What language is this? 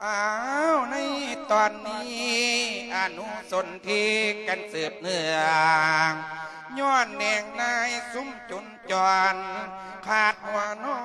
Lao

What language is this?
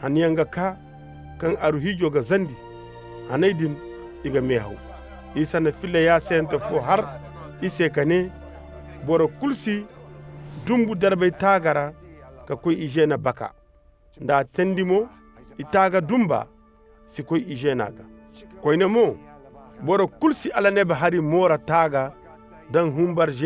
Koyraboro Senni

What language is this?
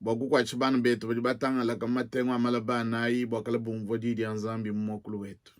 Luba-Lulua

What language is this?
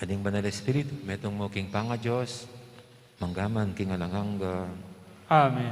Pampanga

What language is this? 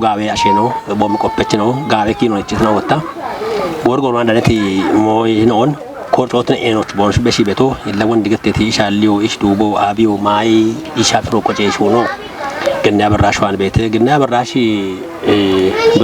Kafa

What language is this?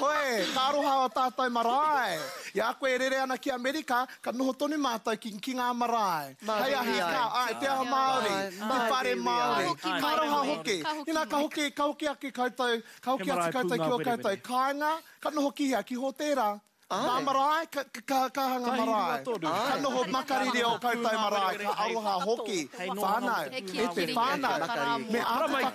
Māori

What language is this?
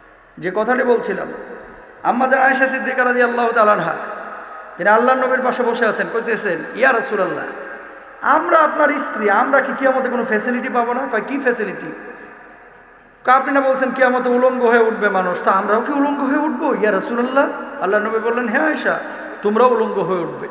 Bangla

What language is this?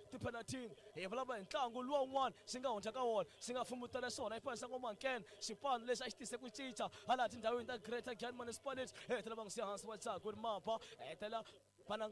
Tsonga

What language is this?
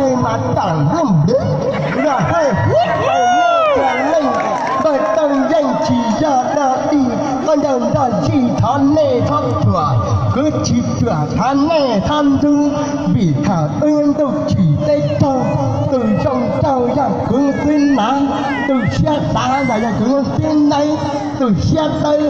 Hmong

